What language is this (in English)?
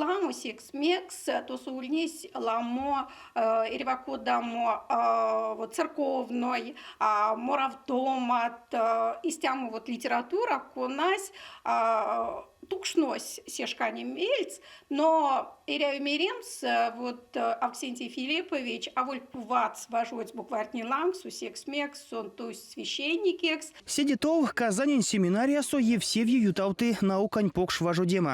Erzya